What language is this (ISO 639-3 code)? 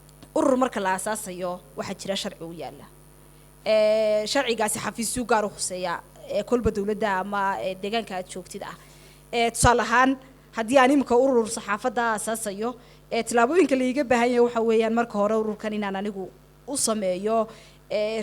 som